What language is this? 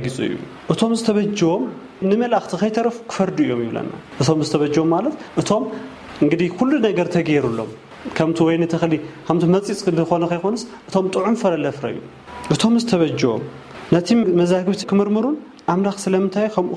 Tigrinya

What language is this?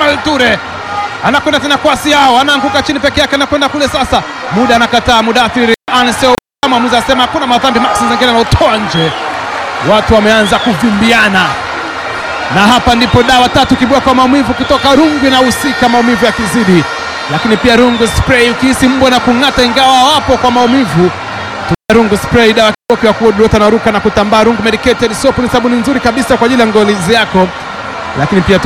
Swahili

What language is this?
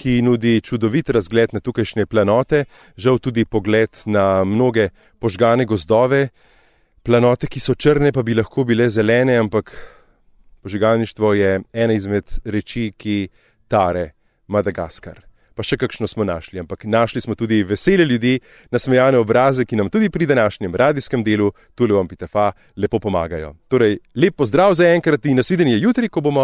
Slovenian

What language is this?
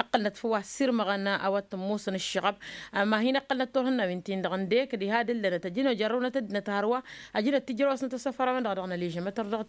Tamasheq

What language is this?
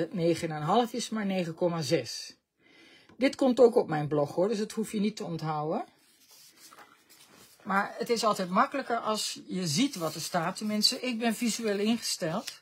Dutch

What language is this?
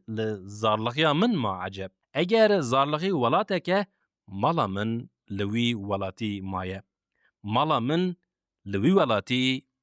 Kurdish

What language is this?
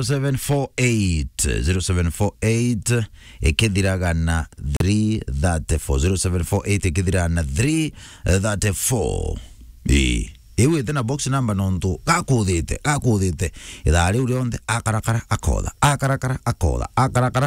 Meru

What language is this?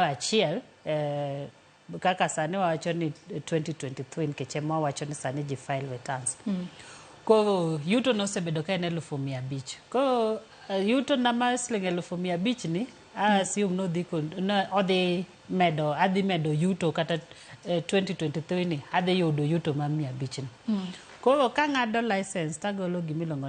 Luo (Kenya and Tanzania)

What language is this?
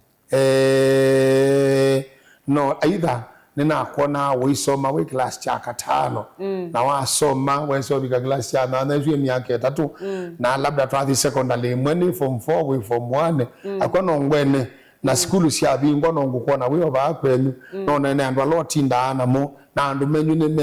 Kamba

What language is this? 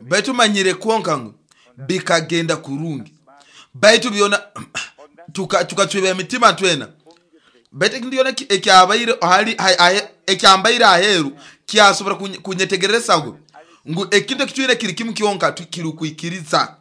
Nyoro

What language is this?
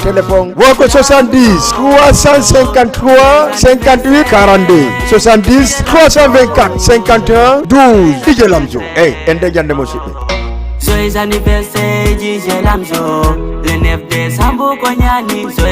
Fula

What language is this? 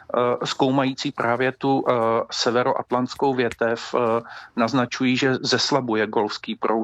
Czech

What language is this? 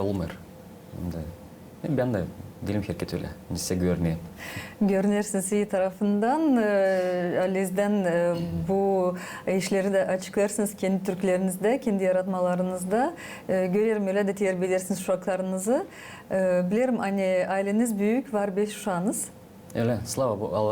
Gagauz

